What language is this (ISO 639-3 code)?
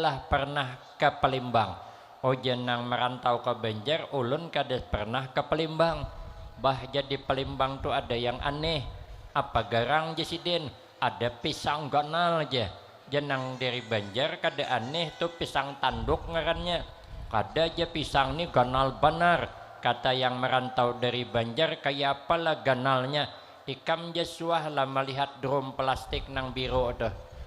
bjn